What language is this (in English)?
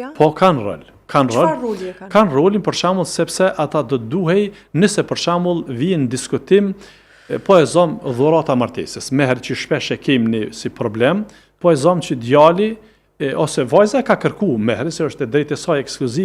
Albanian